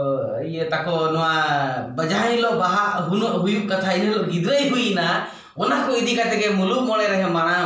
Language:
Santali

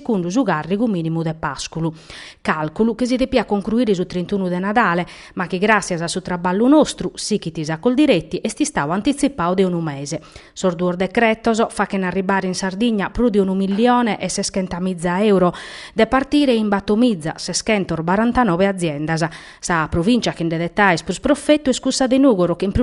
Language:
Sardinian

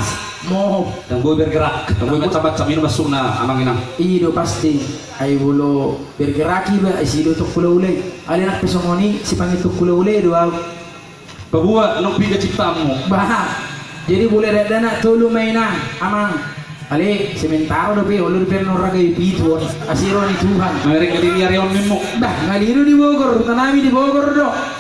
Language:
Batak Toba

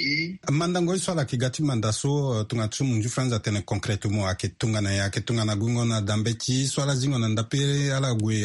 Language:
Sango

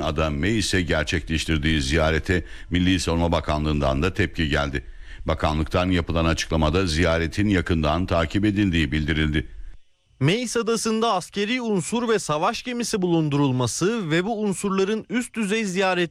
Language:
Turkish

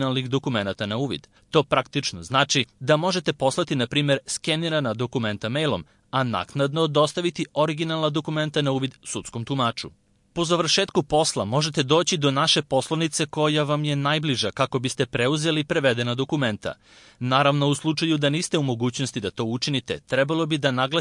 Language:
Serbian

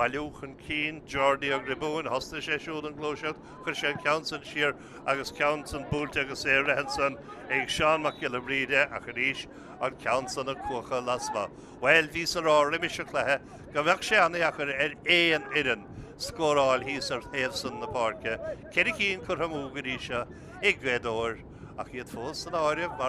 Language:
Irish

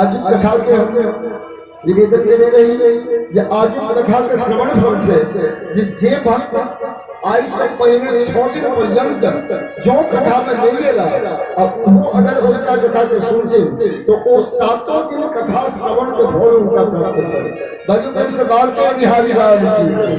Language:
Maithili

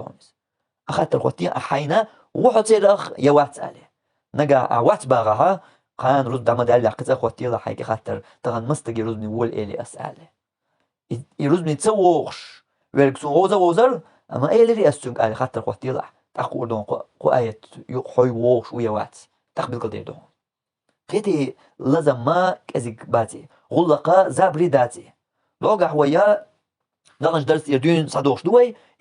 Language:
Chechen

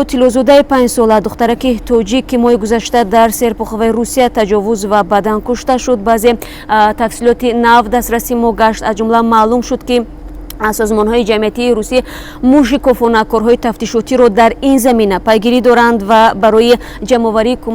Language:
Tajik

